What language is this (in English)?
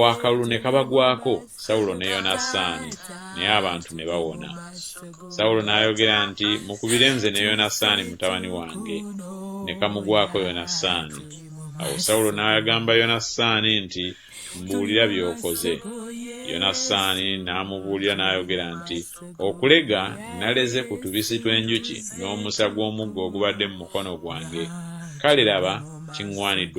Ganda